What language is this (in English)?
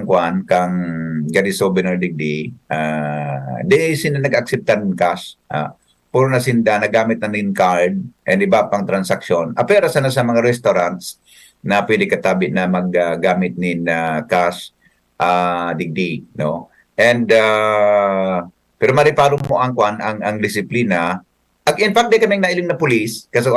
Bikol